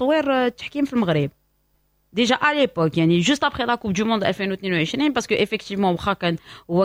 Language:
Moroccan Arabic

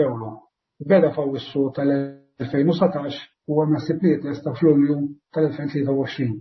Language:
Maltese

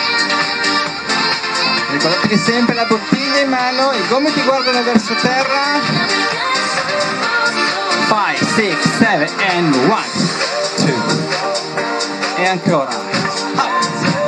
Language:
Italian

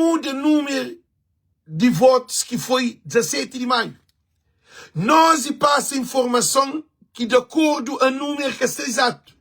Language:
Kabuverdianu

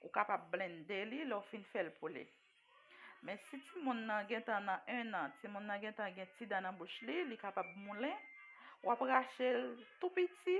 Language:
Haitian Creole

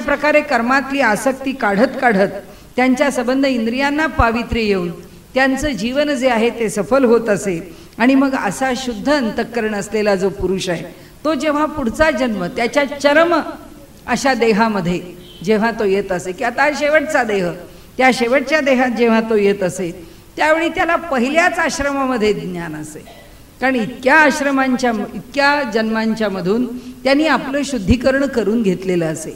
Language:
Marathi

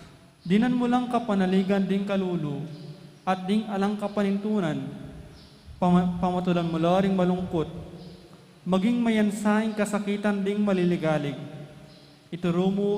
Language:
Pampanga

